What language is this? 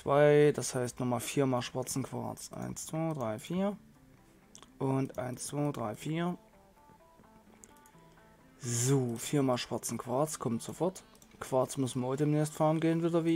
German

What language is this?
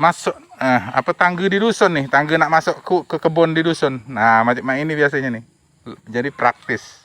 Musi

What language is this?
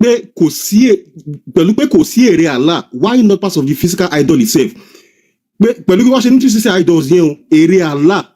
Yoruba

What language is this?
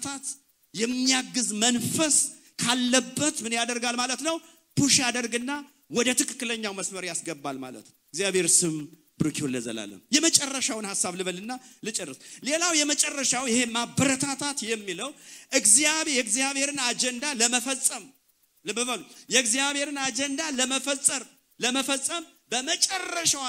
Amharic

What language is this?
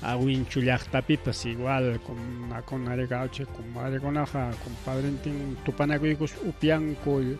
Ayacucho Quechua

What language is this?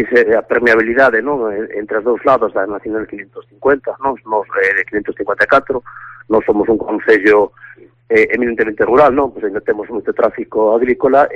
Galician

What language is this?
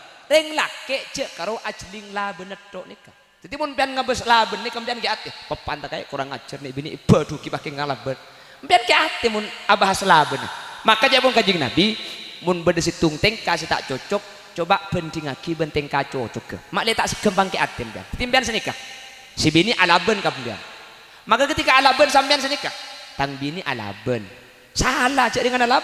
Madurese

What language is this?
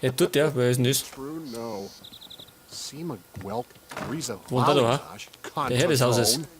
Bavarian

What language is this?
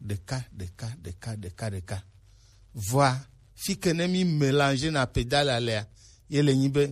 Gen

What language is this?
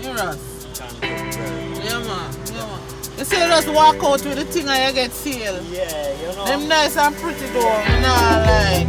Jamaican Creole English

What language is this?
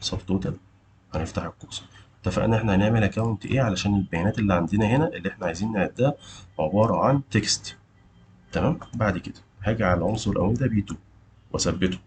Egyptian Arabic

